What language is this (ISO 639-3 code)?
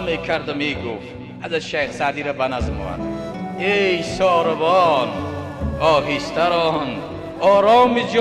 tgk